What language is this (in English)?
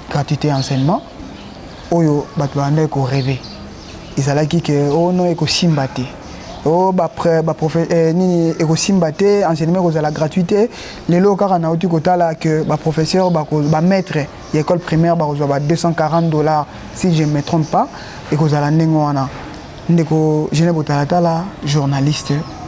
Lingala